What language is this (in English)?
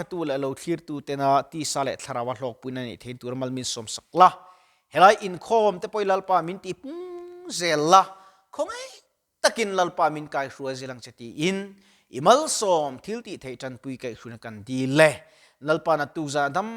Mizo